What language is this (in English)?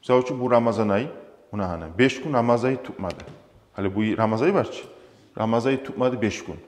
Kumyk